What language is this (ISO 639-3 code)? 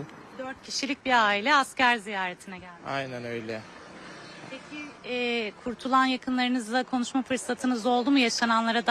tur